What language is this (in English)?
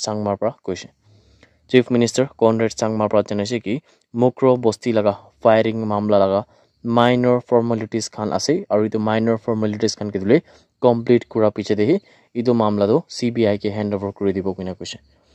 Naga Pidgin